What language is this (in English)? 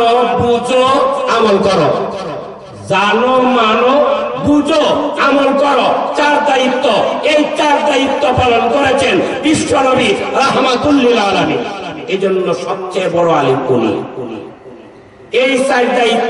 Bangla